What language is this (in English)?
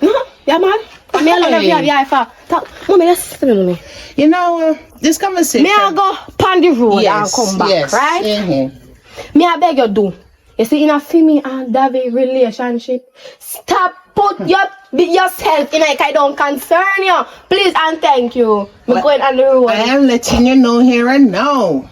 Jamaican Creole English